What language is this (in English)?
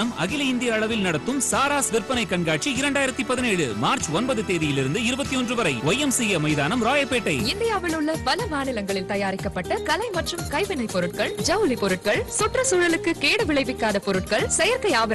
Tamil